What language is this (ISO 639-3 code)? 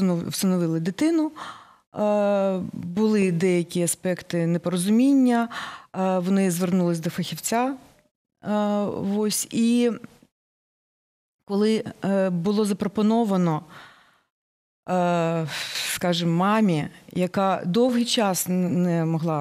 ukr